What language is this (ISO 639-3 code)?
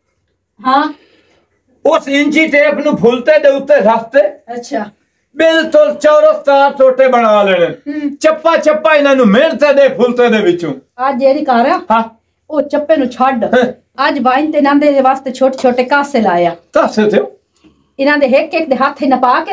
pan